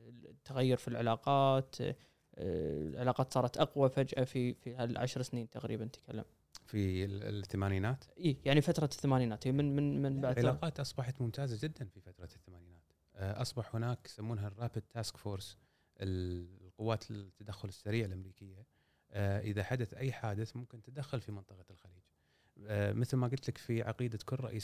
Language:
Gulf Arabic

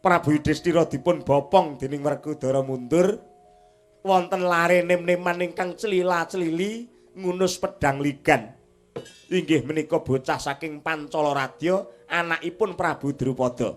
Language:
Javanese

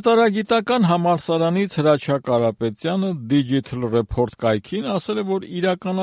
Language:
Armenian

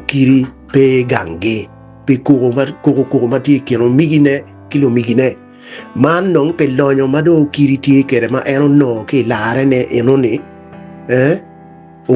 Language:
Acoli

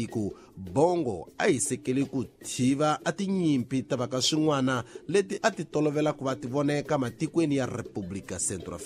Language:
Tsonga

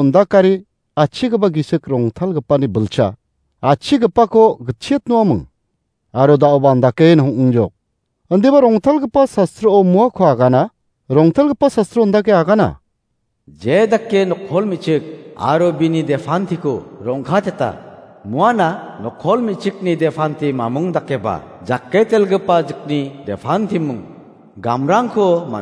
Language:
Garo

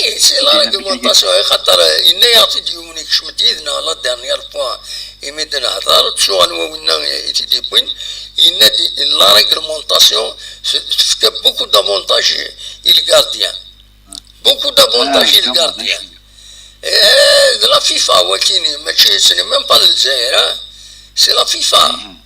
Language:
Kabyle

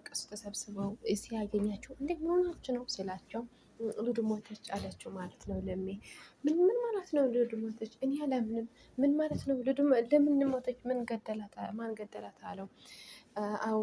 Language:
Amharic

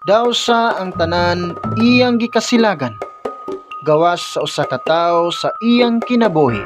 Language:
Cebuano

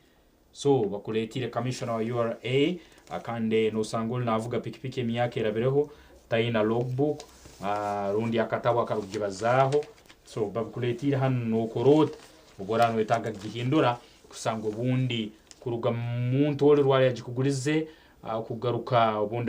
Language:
Nyankole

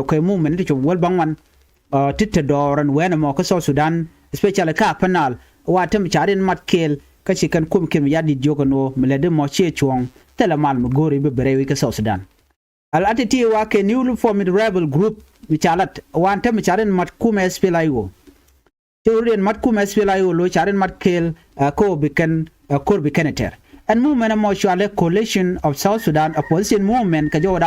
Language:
Nuer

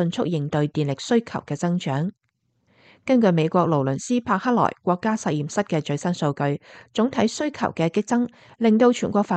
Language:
Cantonese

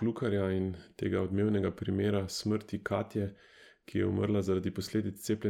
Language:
Slovenian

